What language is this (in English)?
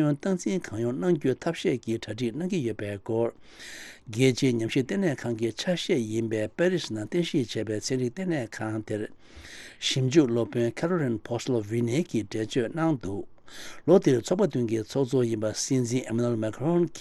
Tibetan